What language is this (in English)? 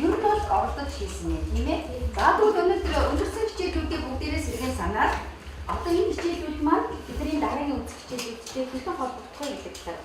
Mongolian